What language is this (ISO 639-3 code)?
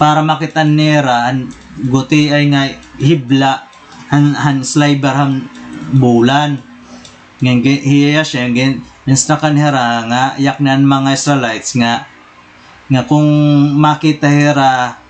war